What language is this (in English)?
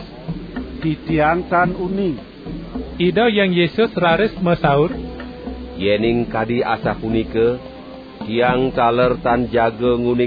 Balinese